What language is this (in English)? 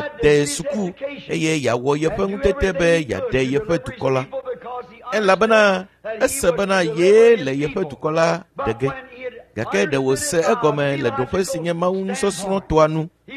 Ewe